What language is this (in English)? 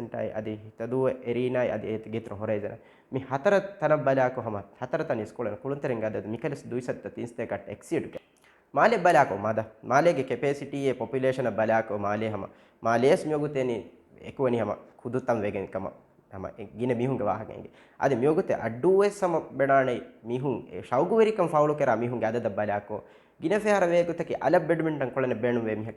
Divehi